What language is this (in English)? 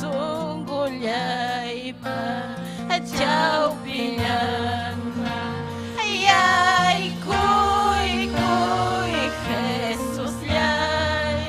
Ayacucho Quechua